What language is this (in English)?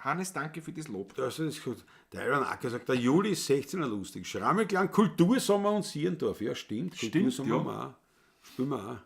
Bavarian